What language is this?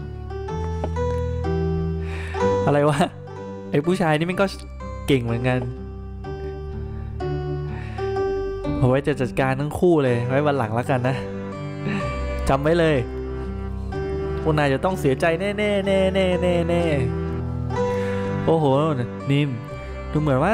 Thai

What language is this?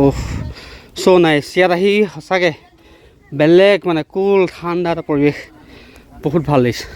Assamese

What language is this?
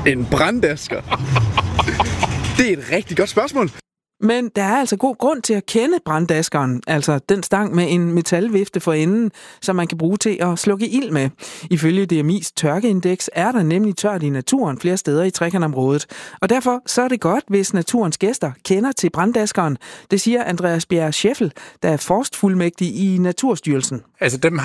Danish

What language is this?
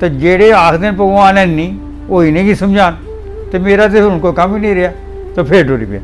Dogri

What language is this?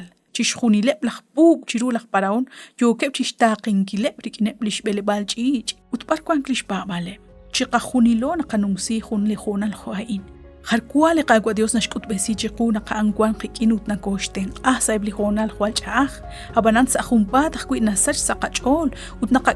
Kekchí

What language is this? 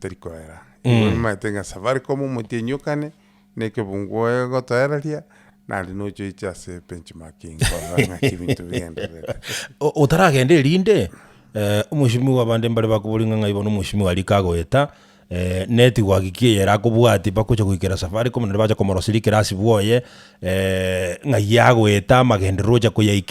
Gusii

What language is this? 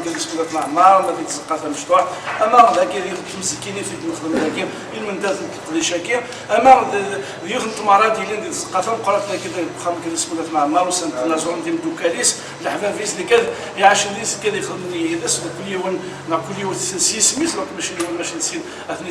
Kabyle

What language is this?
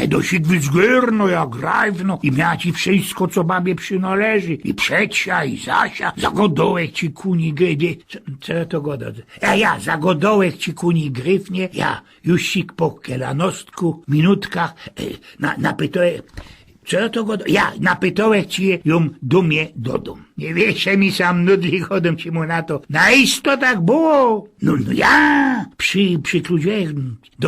Silesian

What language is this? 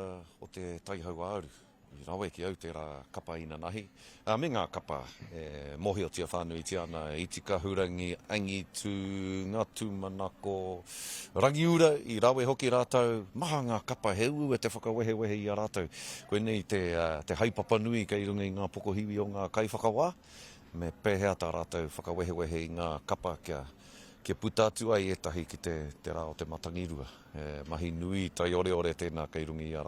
Māori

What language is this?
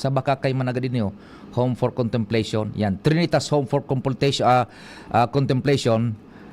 Bikol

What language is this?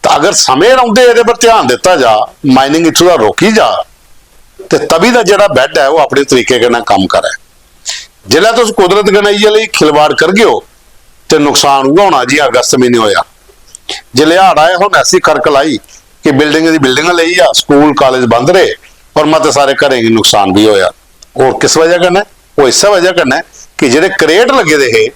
Dogri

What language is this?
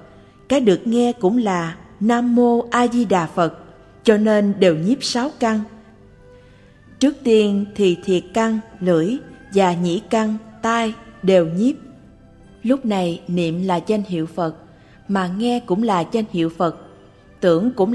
Vietnamese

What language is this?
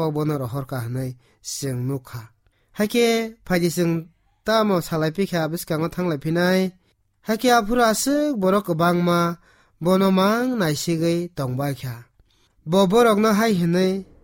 Kok Borok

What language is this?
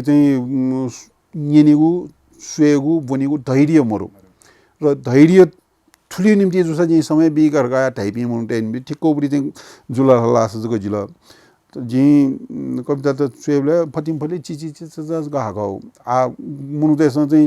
Newari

